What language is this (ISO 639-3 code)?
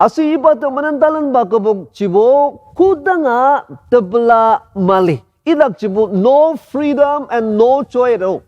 njo